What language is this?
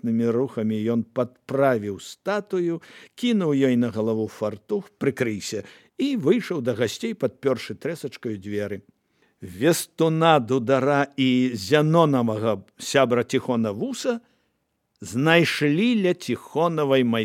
Belarusian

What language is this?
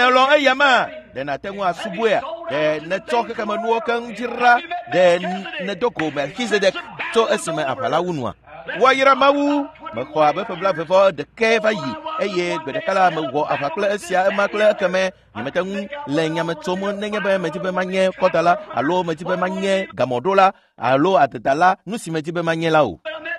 Ewe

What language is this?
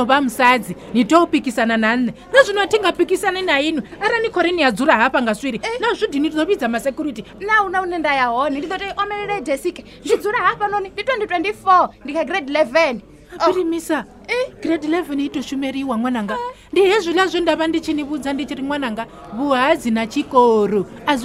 Venda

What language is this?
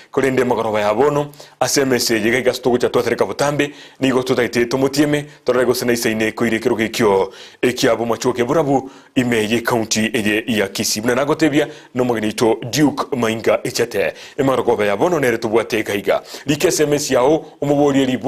Gusii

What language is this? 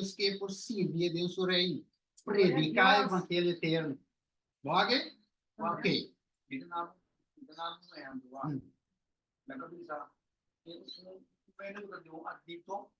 Papiamento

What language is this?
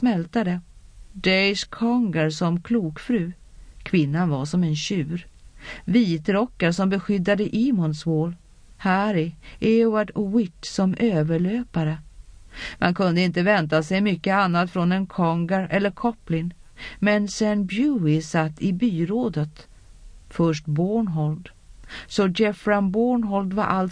Swedish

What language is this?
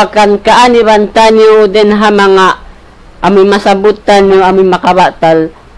Tausug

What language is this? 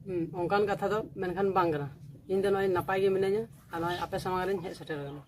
Santali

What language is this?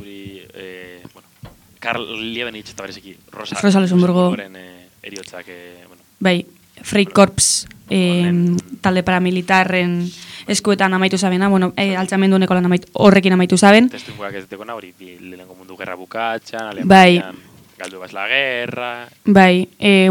Basque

